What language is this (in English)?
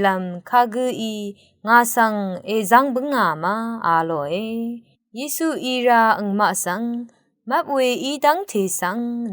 Rawang